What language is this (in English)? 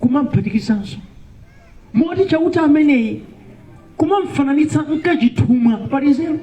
Nyanja